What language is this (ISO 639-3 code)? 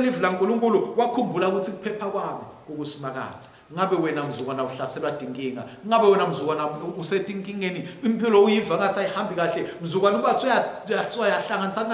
ssw